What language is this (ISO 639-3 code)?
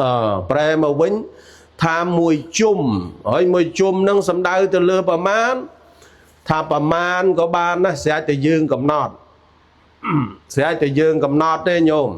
khm